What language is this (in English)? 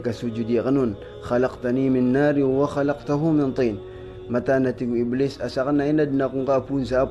Maranao